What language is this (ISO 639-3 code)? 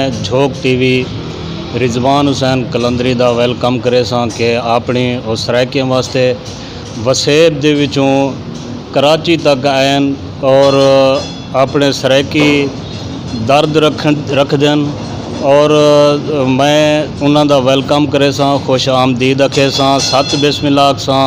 skr